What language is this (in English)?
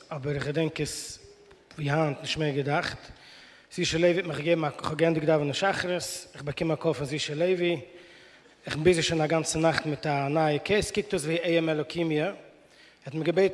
Yiddish